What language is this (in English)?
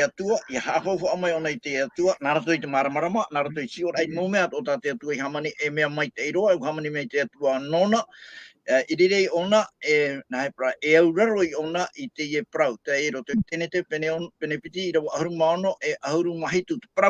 Tahitian